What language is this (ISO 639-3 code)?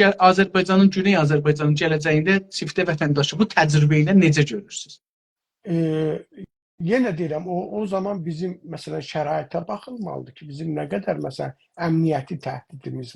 azb